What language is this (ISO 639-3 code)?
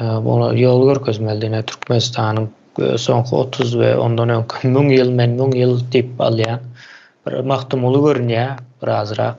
tuk